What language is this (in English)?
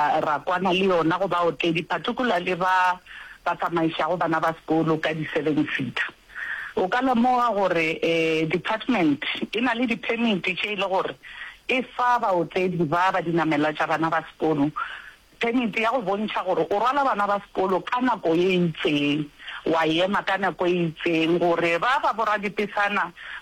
Northern Sotho